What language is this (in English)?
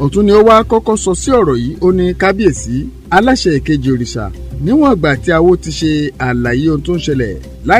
Yoruba